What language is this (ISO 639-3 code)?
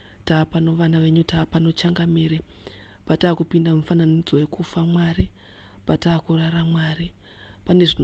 sna